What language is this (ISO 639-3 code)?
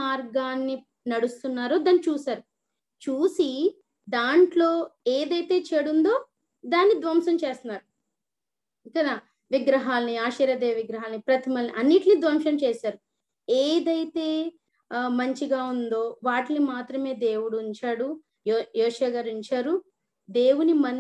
tel